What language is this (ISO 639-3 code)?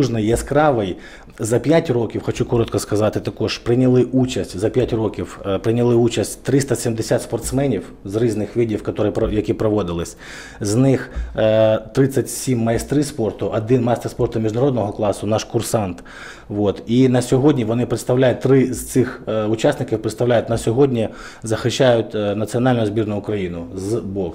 ukr